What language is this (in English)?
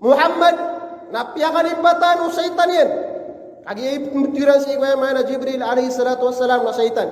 Maranao